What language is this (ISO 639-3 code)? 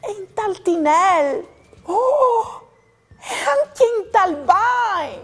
fur